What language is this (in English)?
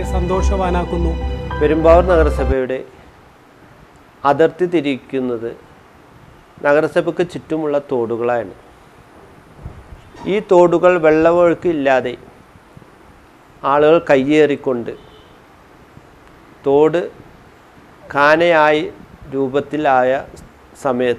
Malayalam